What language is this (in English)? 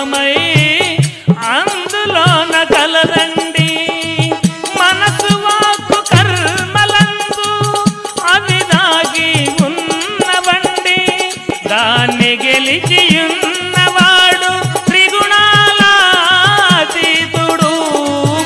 Telugu